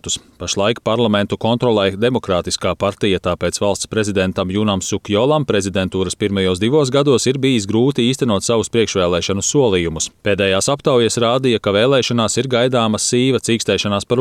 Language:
Latvian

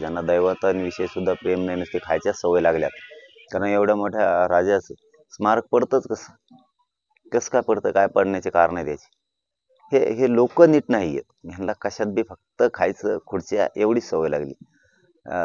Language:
Marathi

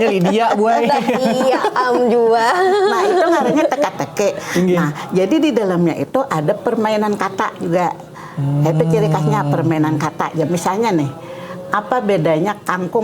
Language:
Banjar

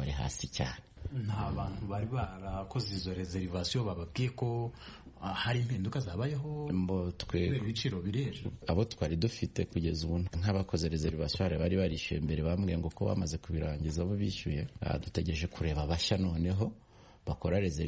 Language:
Kinyarwanda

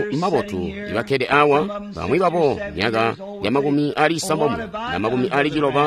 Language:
Tonga (Zambia)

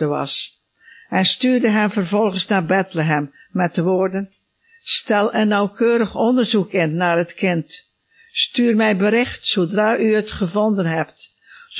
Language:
Dutch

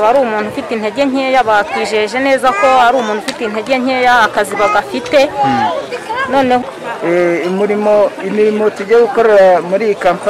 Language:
Kinyarwanda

